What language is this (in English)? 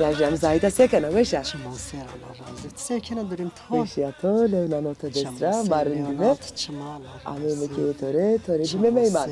Zaza